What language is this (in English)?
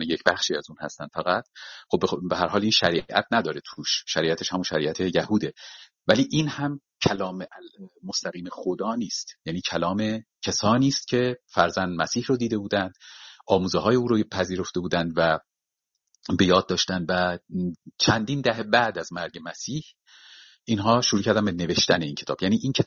Persian